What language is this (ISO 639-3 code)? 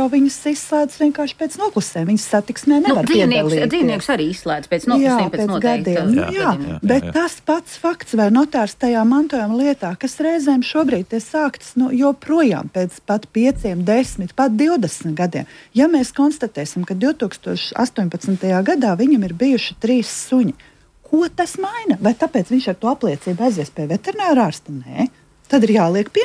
lav